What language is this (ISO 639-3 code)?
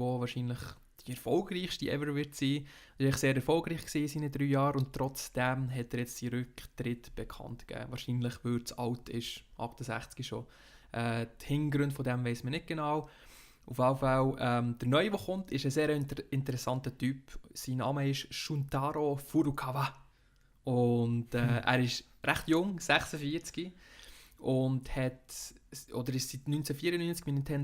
gsw